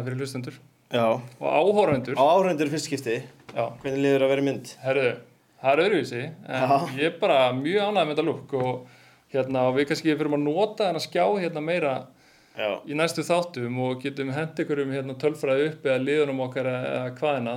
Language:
Icelandic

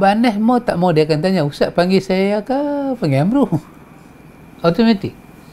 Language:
Malay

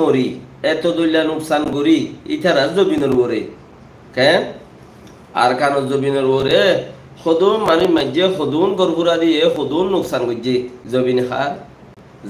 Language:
Rohingya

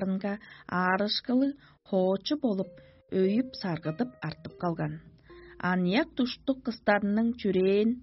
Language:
Tuvinian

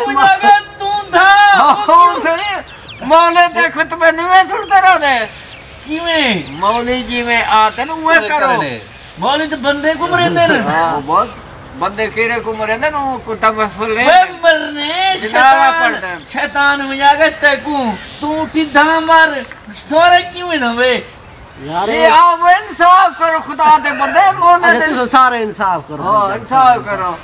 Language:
Saraiki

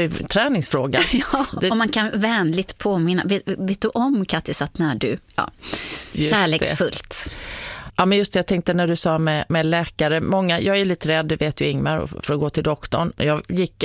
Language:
Swedish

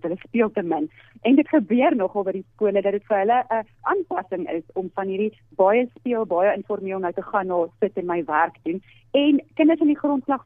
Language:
Afrikaans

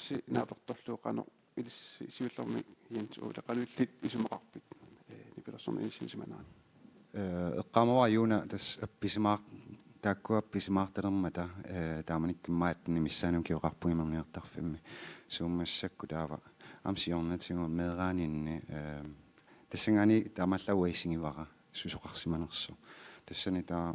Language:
Kalaallisut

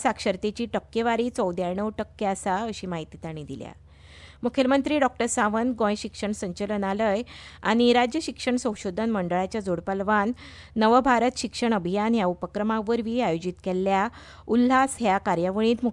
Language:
Konkani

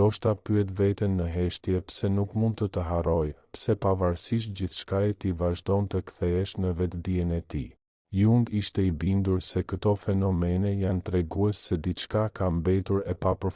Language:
Albanian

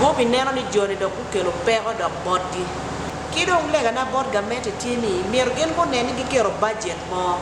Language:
Acoli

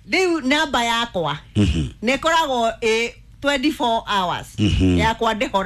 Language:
Kikuyu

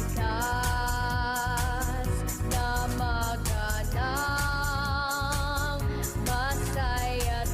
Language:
Pangasinan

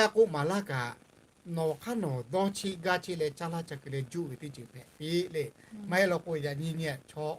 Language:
Lahu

